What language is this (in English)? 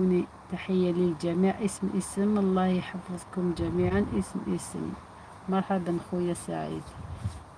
Algerian Arabic